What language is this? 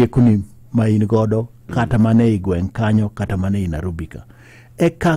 Luo (Kenya and Tanzania)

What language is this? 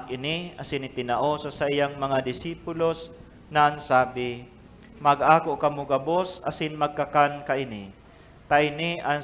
Bikol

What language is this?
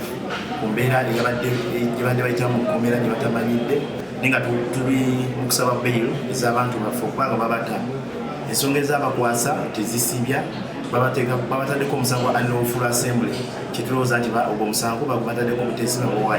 Ganda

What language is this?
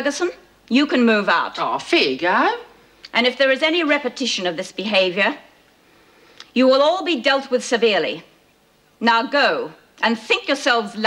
English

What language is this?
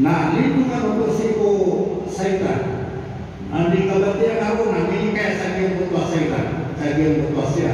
Maranao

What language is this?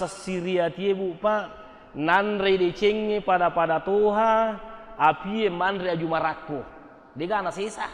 Buginese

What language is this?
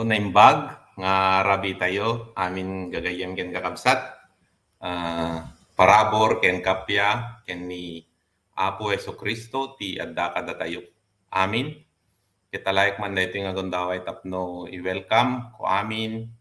Iloko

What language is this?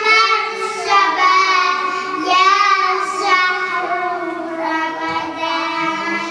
Chechen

